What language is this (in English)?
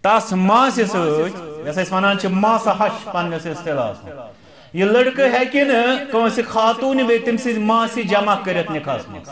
Kashmiri